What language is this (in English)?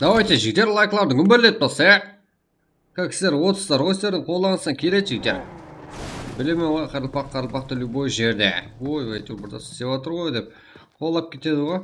Kara-Kalpak